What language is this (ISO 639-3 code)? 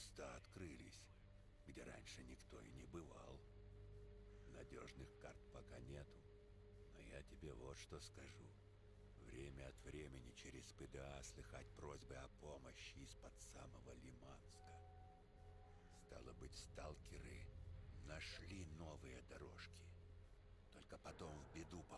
rus